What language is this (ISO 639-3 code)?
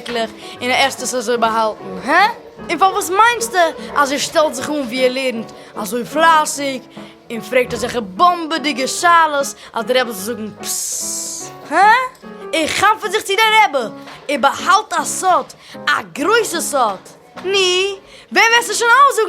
yid